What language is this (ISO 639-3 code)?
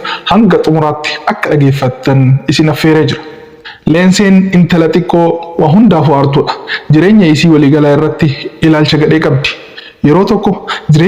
orm